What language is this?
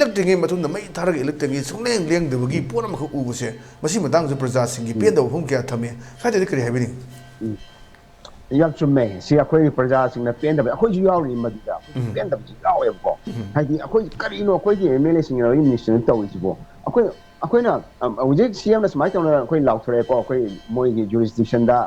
Manipuri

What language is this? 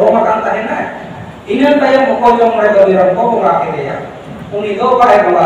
Santali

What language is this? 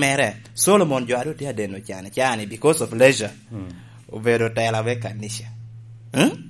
Lango (Uganda)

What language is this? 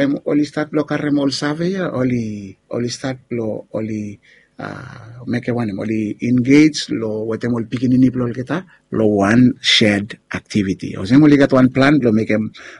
Bislama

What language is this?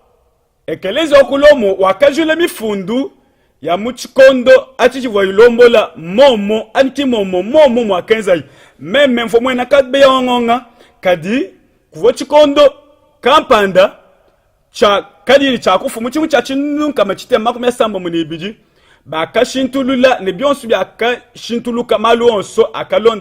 Luba-Lulua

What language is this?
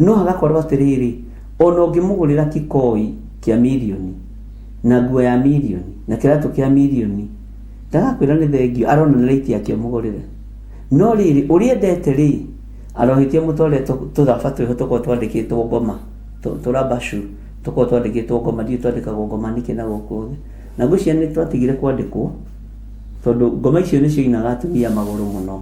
Kikuyu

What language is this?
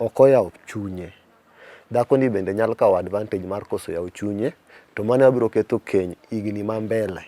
Luo (Kenya and Tanzania)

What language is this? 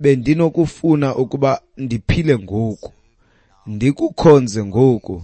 Xhosa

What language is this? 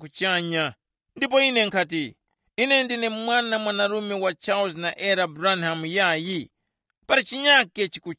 Tumbuka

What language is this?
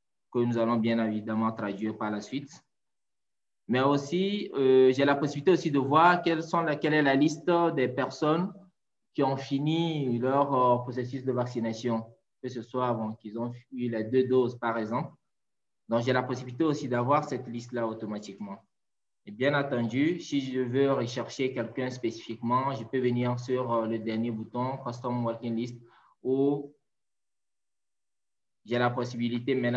French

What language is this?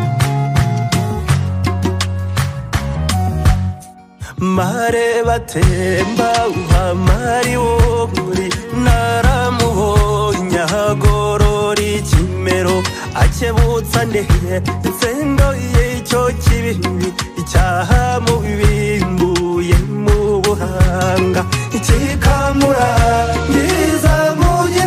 Kinyarwanda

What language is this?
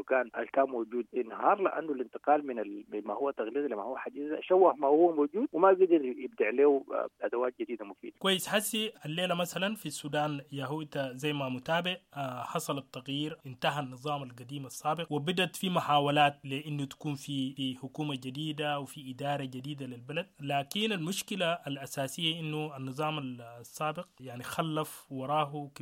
Sudanese Arabic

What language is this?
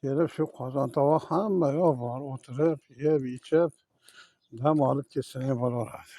Uzbek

